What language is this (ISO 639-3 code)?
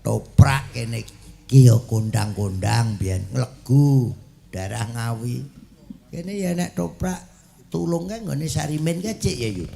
jav